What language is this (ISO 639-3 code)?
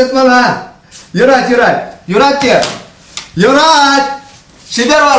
chv